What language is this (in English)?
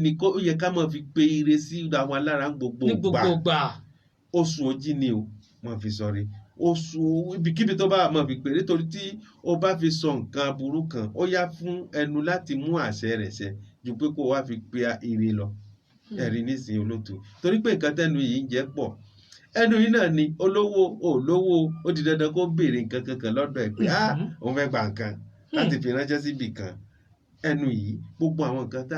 Yoruba